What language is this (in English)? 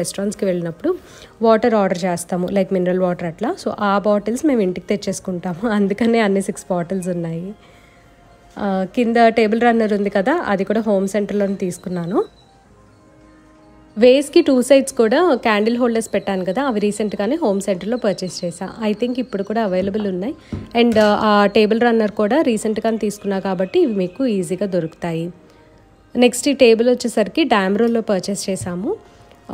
Telugu